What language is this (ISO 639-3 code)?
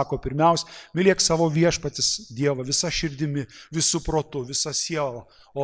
lit